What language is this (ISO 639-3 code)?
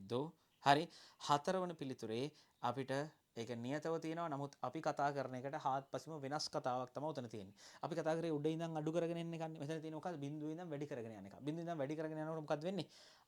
sin